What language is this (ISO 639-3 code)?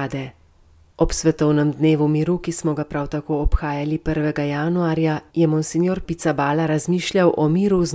slv